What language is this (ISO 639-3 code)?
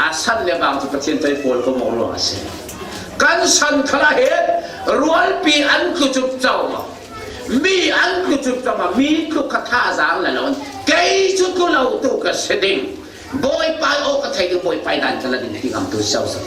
cfm